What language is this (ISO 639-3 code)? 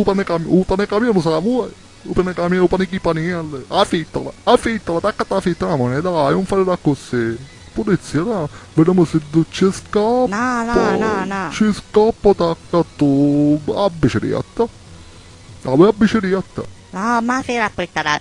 scn